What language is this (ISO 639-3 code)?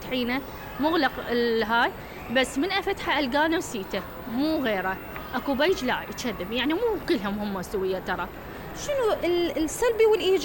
acm